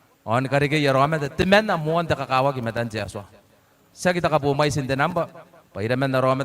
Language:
Gilbertese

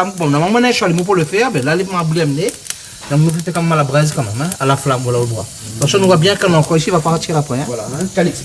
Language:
Réunion Creole French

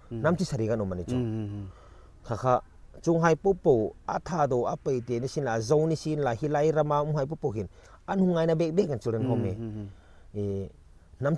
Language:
Hmar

